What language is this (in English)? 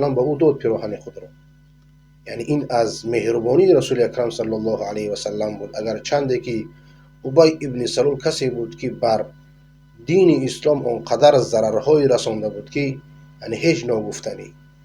Persian